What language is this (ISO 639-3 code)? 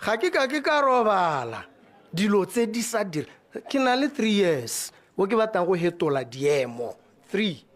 tsn